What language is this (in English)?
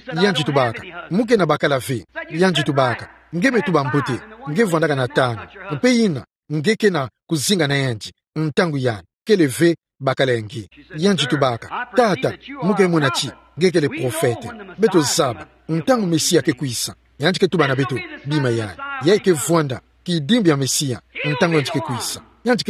Kituba (Democratic Republic of Congo)